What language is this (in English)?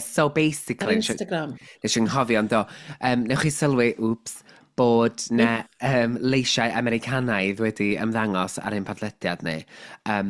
Welsh